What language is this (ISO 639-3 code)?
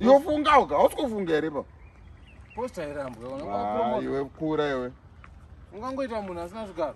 sna